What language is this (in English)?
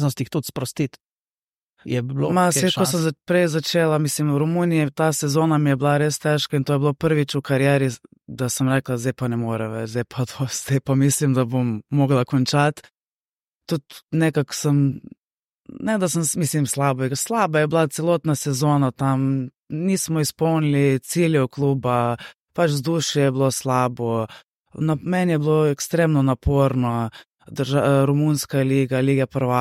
Slovenian